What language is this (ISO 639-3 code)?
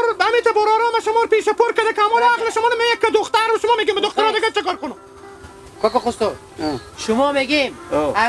haz